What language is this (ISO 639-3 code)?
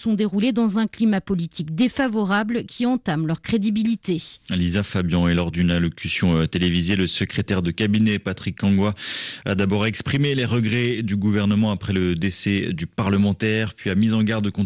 fra